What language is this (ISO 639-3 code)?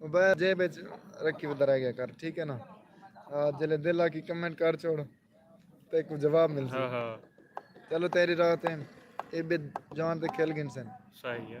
skr